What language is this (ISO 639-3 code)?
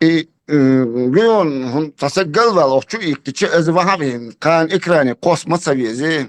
che